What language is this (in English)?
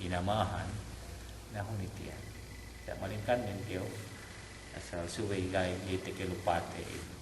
Yakan